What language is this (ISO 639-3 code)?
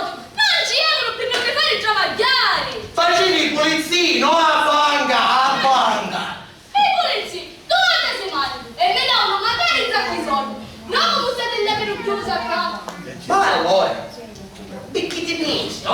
scn